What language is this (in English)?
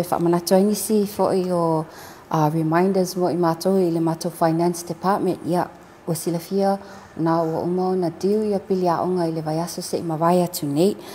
Samoan